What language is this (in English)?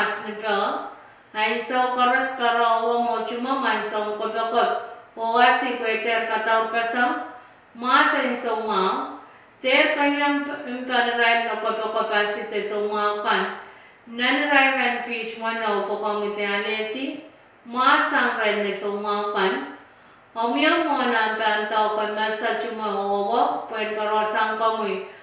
Pohnpeian